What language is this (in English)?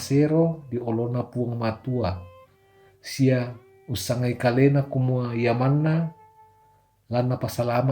Toraja-Sa'dan